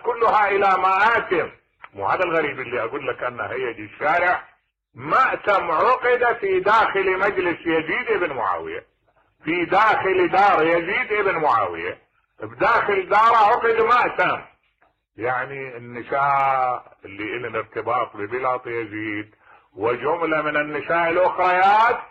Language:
Mesopotamian Arabic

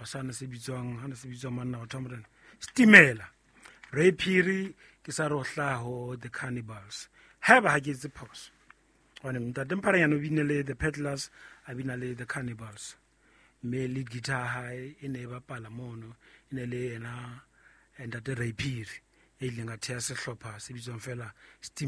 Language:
Southern Sotho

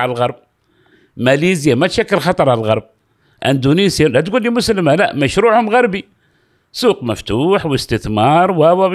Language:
Gulf Arabic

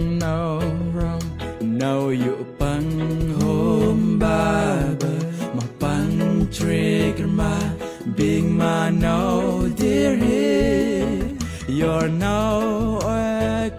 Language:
Central Mnong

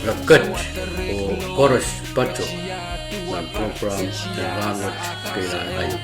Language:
Pohnpeian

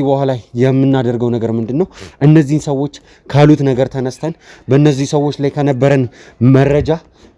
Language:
Amharic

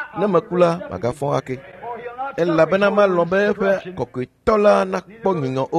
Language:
Ewe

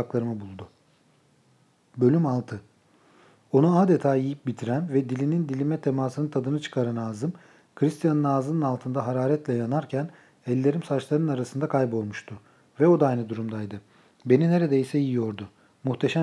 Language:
Turkish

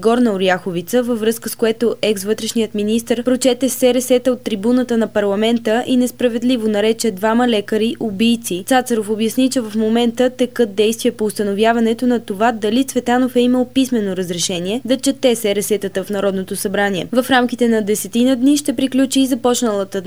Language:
Bulgarian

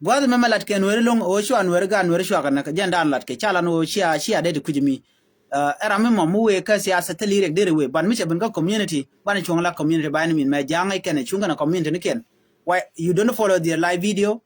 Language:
Nuer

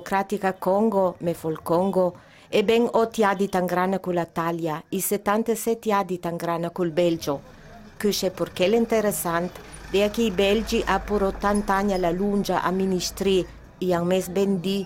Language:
Ladin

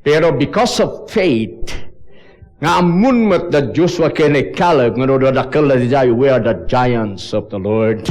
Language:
Iloko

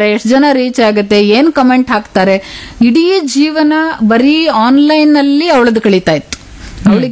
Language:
Kannada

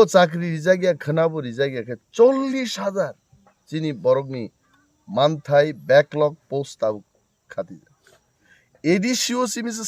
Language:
Kok Borok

